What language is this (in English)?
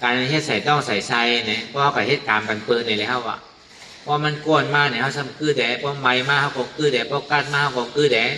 Shan